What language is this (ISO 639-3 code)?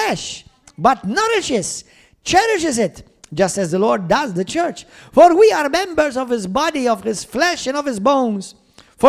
eng